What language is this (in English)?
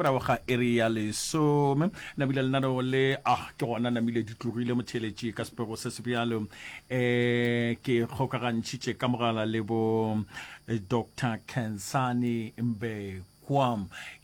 Northern Sotho